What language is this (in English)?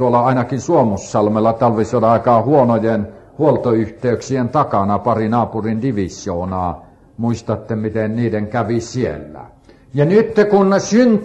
Finnish